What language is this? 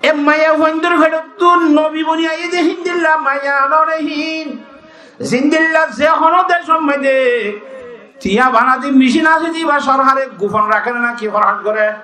Rohingya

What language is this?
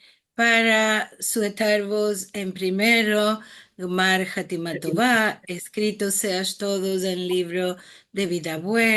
Ladino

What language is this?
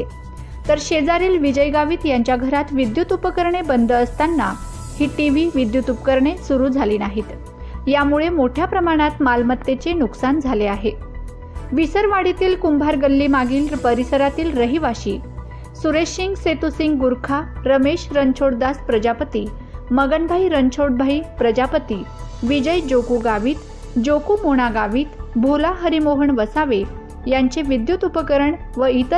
Marathi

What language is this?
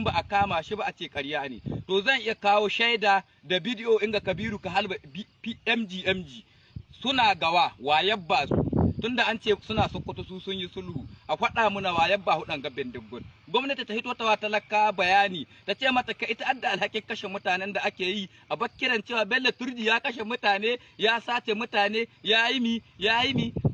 Hausa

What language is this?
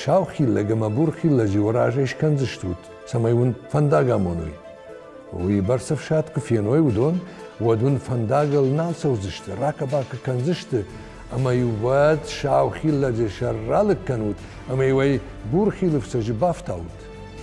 Ossetic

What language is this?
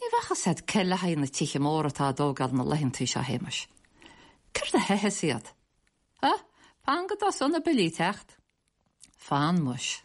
Irish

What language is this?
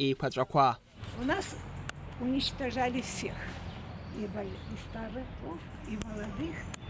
Abkhazian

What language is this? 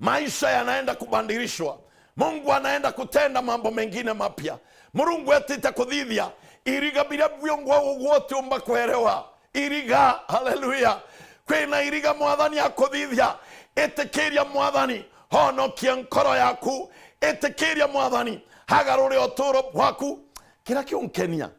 Meru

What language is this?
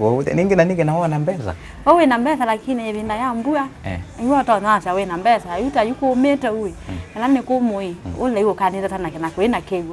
Kamba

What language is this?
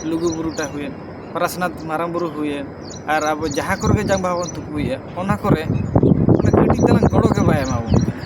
Santali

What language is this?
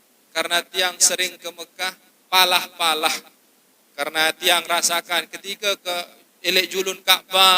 Sasak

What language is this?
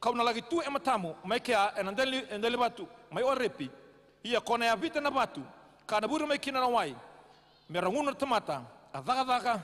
Fijian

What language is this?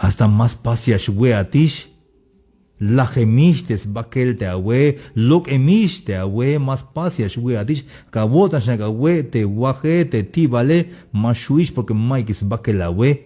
Tzeltal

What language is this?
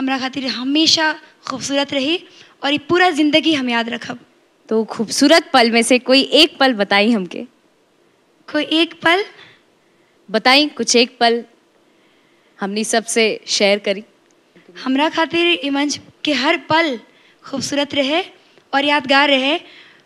Bhojpuri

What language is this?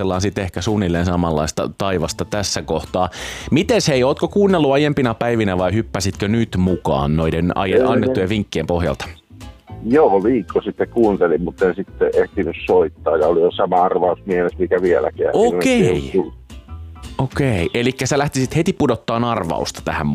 Finnish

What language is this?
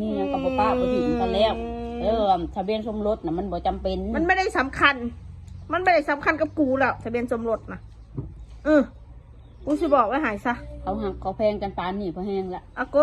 Northeastern Thai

